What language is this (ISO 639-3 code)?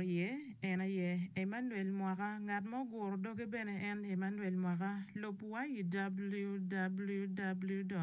ach